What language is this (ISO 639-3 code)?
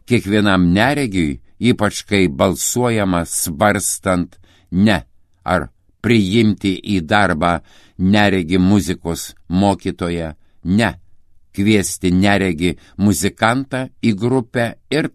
lit